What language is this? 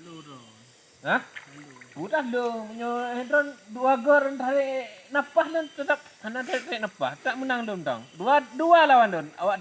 Achinese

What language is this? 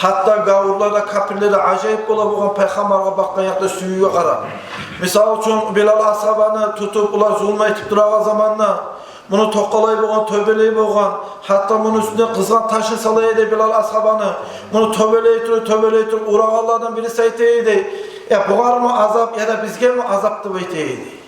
Kumyk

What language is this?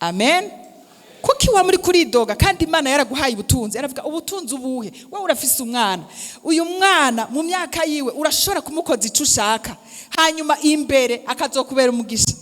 Rundi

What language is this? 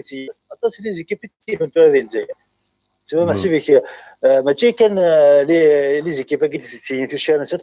Kabyle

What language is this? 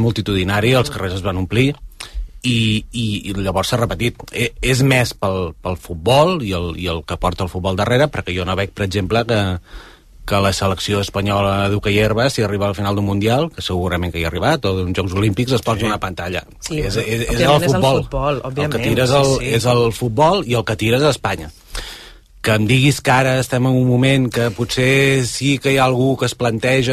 Catalan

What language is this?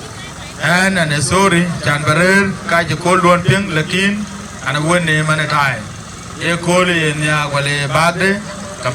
Dinka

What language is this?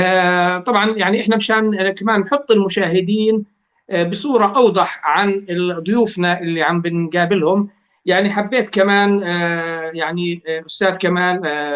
North Levantine Arabic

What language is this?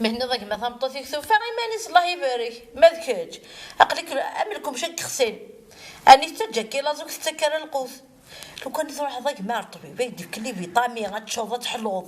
Kabyle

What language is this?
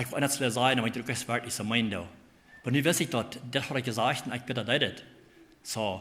Plautdietsch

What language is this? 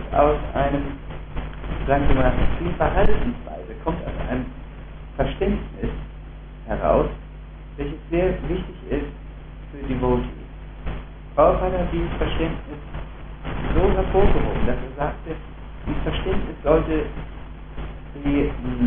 German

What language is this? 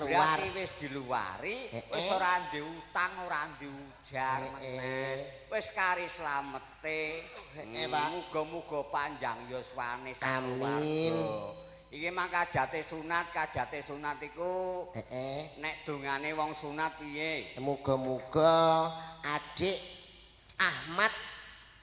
Javanese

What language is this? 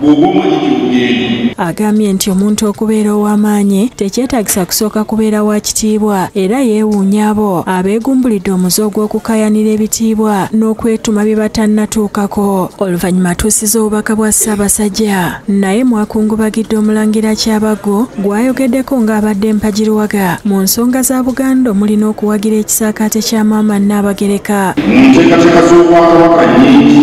Ganda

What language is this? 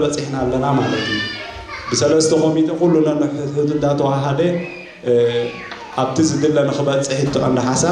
Tigrinya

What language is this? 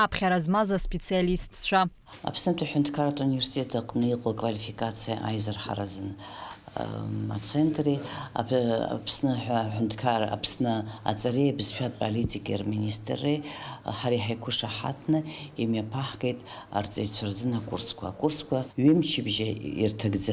Abkhazian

